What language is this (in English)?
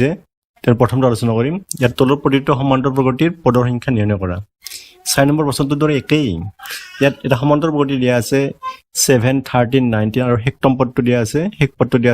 Assamese